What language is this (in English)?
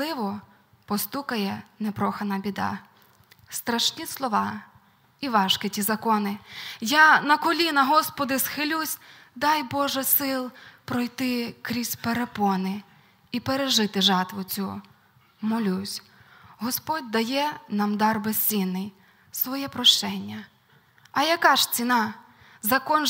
Ukrainian